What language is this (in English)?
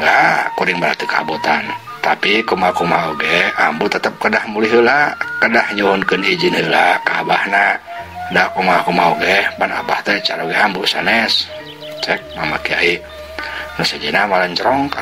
Sundanese